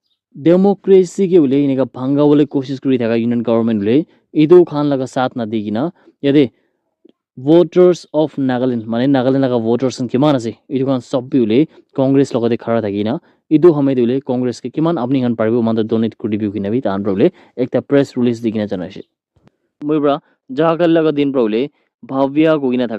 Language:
Naga Pidgin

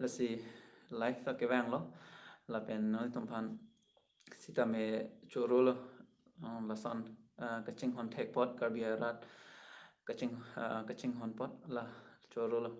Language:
Karbi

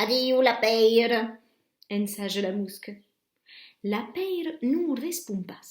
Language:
Occitan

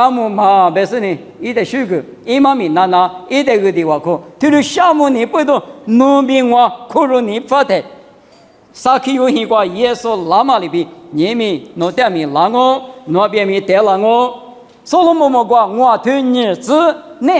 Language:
Lisu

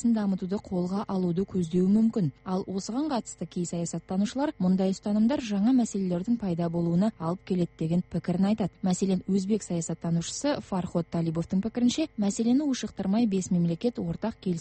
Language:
Kazakh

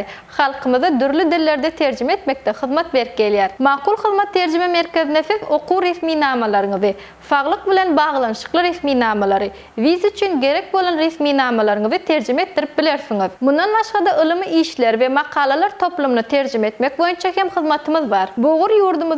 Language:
Turkmen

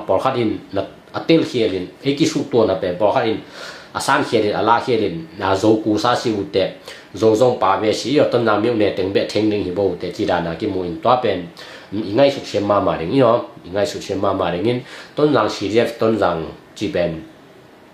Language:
Tedim Chin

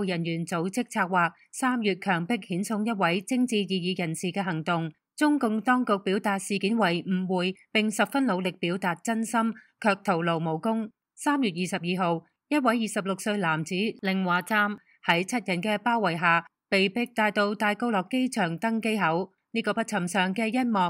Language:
Cantonese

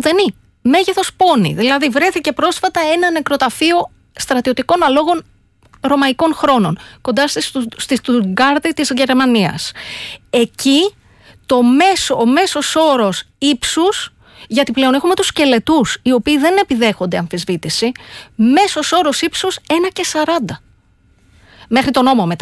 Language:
Greek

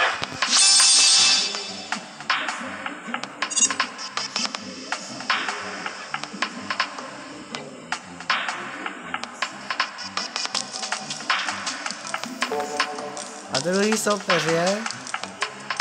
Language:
Czech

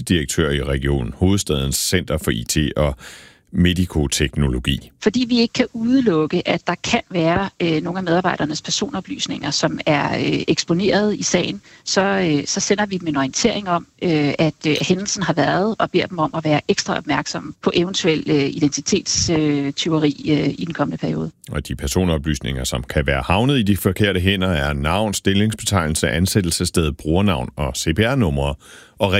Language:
Danish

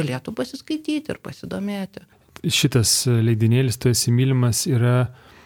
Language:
Lithuanian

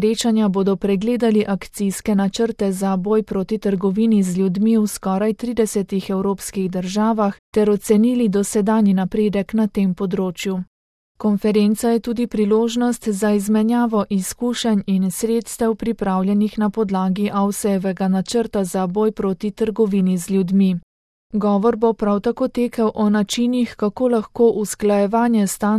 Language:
Slovenian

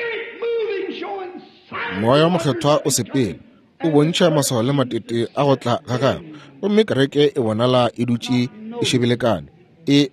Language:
Northern Sotho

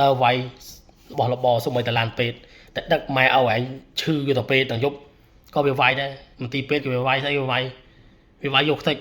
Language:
Khmer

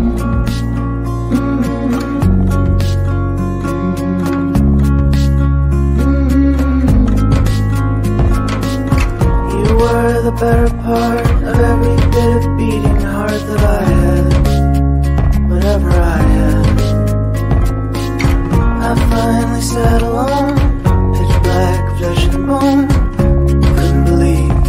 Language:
English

